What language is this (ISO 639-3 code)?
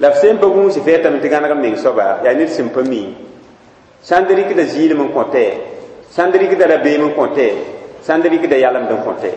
mos